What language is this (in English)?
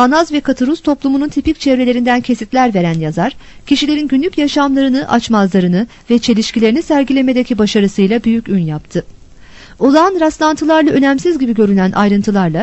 Turkish